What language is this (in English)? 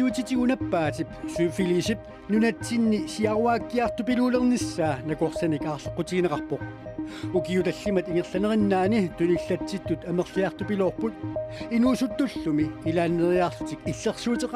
Kalaallisut